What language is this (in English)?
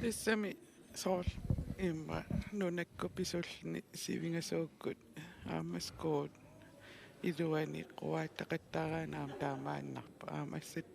Kalaallisut